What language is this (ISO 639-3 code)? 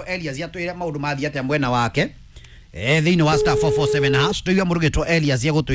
kik